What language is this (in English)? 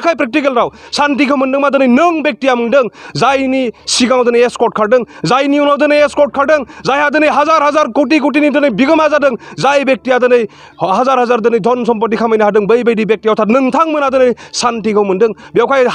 Bodo